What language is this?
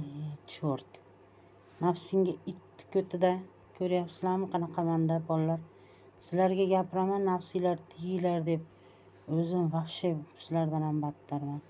Uzbek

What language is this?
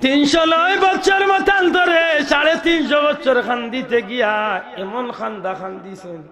Sylheti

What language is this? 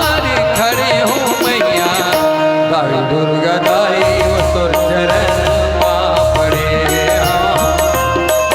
Chhattisgarhi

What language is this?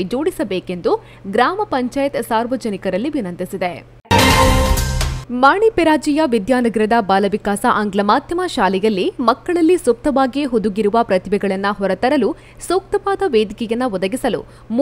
Kannada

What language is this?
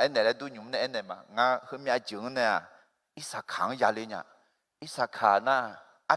Akha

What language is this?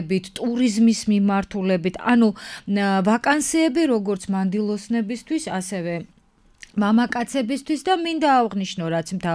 Georgian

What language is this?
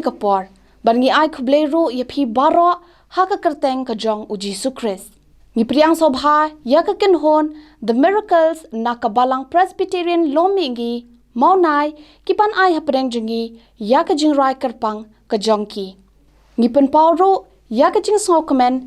Khasi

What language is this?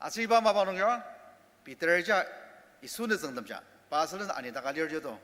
Ao Naga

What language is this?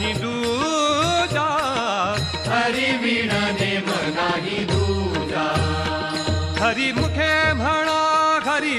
Marathi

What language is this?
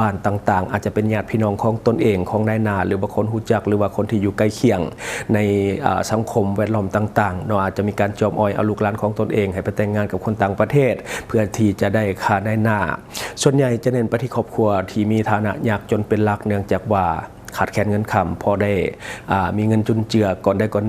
Lao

